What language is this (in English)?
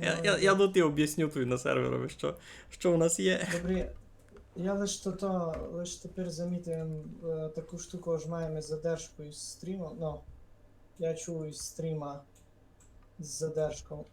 Rusyn